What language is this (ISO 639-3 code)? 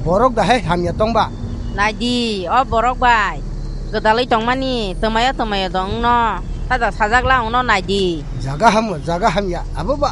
trp